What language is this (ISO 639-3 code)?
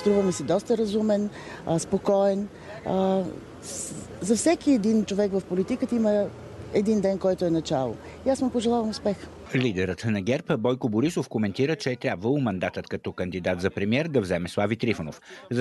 bul